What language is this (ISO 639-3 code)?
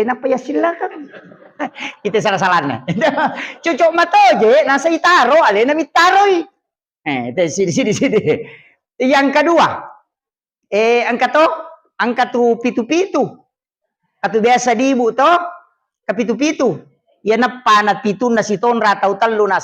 bug